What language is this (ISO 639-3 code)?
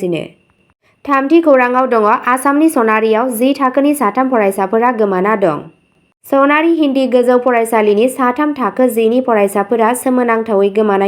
brx